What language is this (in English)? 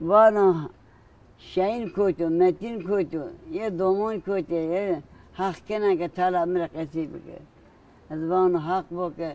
Zaza